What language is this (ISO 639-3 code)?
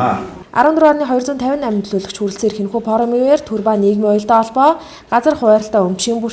mon